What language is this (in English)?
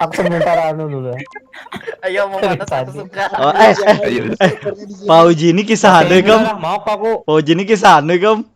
Banjar